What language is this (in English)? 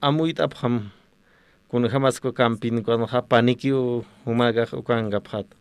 Aymara